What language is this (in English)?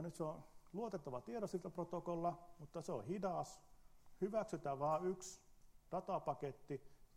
Finnish